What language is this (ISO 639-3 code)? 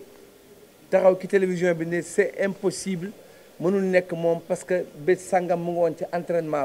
wol